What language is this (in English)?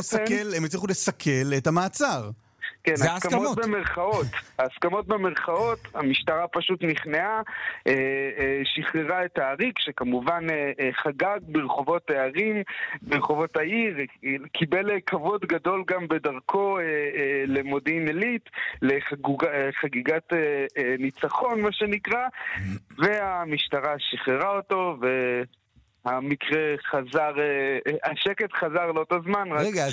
Hebrew